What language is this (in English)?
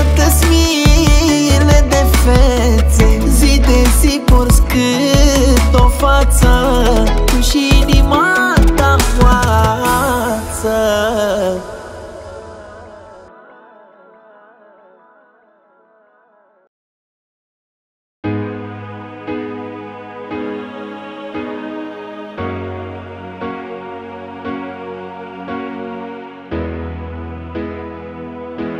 Romanian